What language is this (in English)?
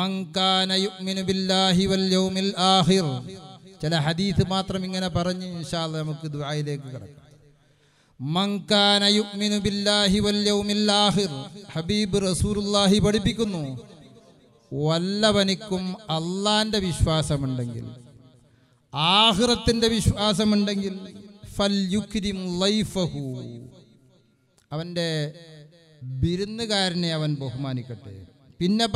Malayalam